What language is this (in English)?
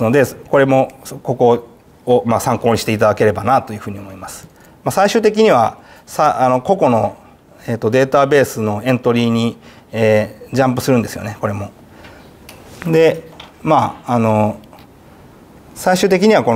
Japanese